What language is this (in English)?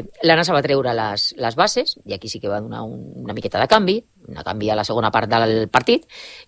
Catalan